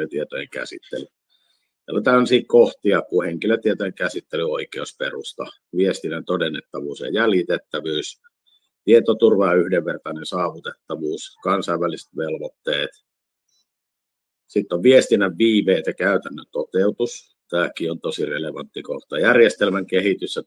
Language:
Finnish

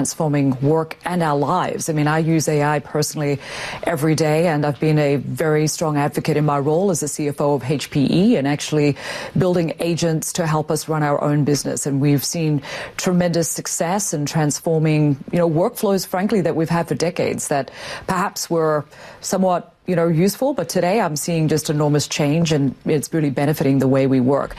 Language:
English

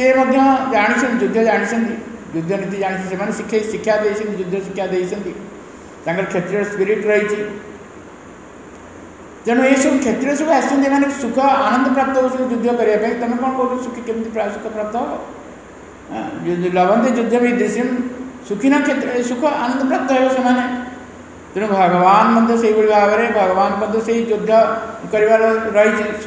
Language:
Odia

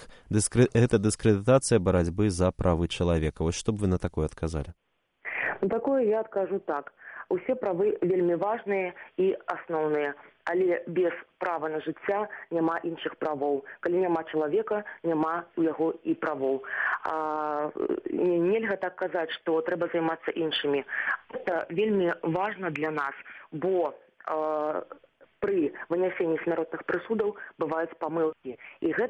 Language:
Belarusian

